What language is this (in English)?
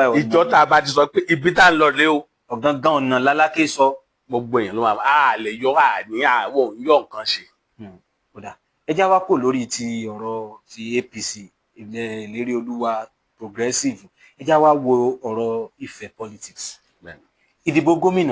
Yoruba